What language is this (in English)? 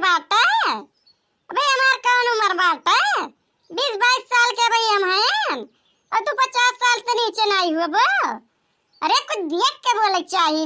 Awadhi